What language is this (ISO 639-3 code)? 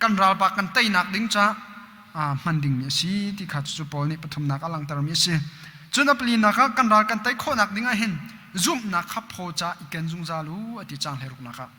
cnh